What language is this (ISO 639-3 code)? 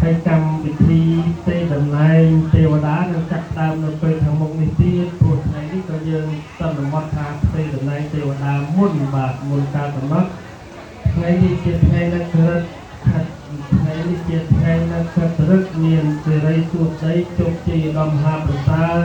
khm